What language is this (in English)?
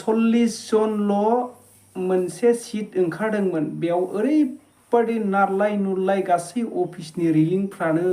Bodo